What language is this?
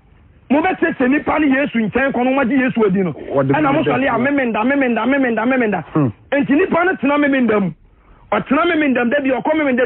Akan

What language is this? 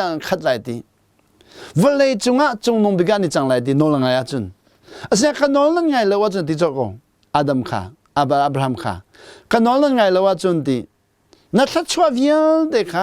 Hakha Chin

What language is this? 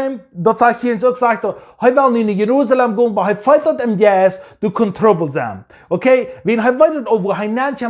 Plautdietsch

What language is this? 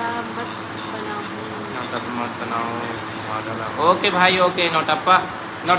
Chhattisgarhi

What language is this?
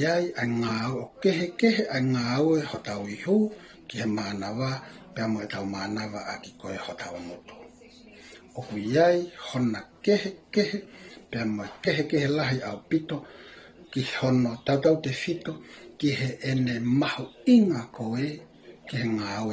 Tongan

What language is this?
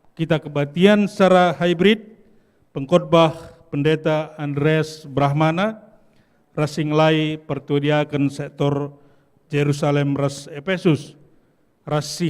Batak Karo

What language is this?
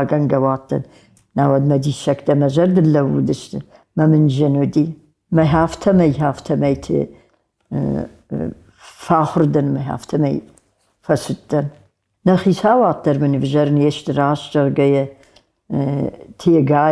Ossetic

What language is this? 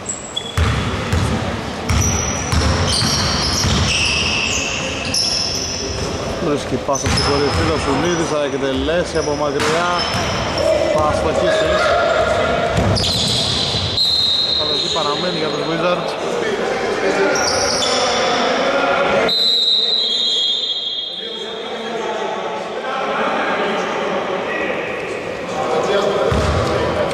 Greek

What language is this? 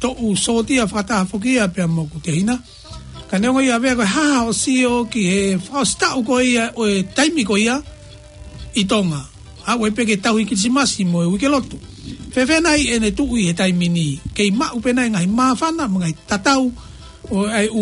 Tongan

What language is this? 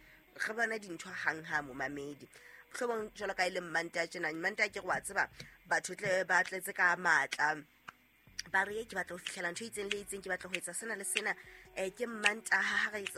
Southern Sotho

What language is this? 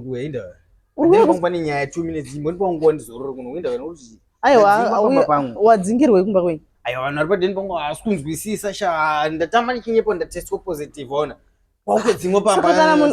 Shona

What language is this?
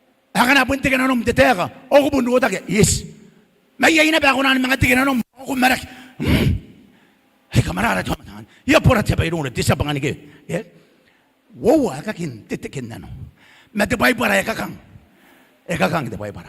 Gilbertese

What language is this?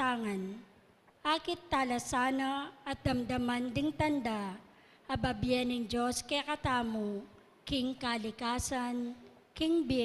Pampanga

